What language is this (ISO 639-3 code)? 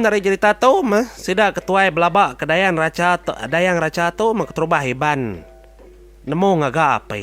iba